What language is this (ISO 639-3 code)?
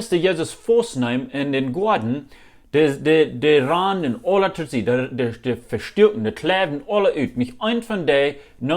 pdt